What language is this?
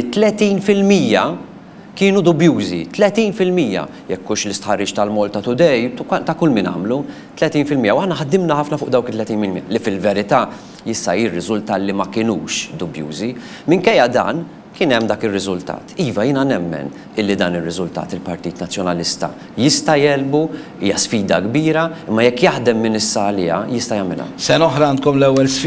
Maltese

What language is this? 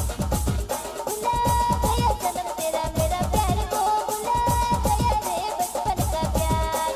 Sadri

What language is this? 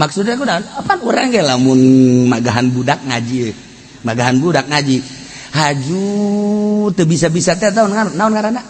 Sundanese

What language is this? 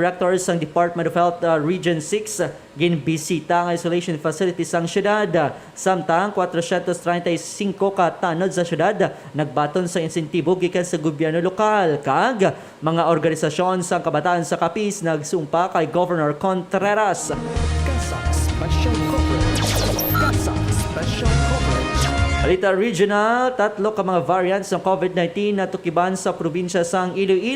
Hiligaynon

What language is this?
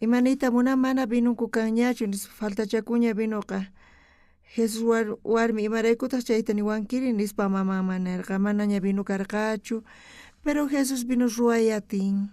South Bolivian Quechua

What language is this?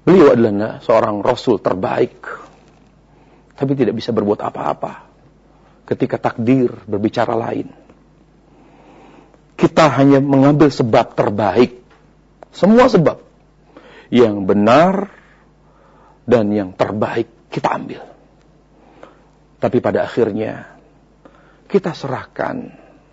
Indonesian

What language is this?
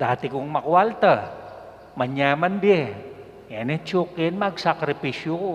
Pampanga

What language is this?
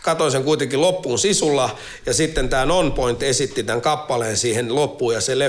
Finnish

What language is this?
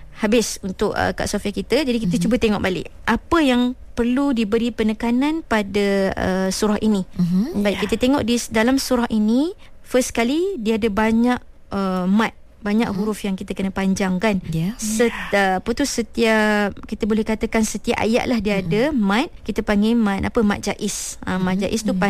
Malay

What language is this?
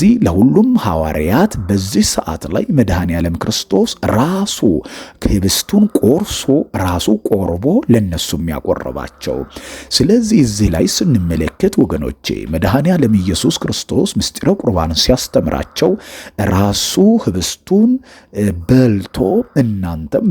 Amharic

